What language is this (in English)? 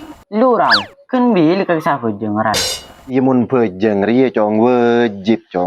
Madurese